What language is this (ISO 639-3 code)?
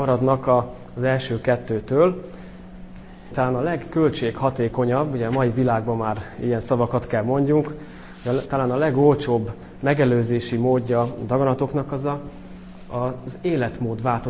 hun